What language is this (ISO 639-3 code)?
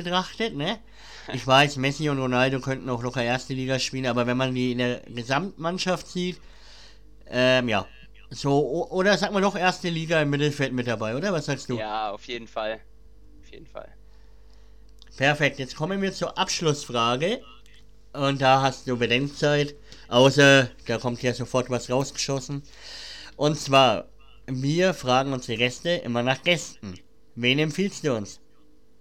deu